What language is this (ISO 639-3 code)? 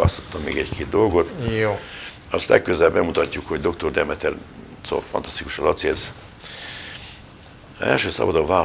hun